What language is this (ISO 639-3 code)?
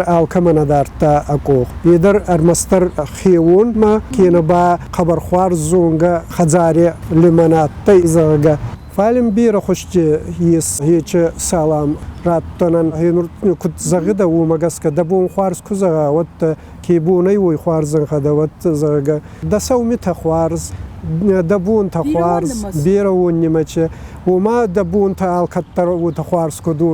oss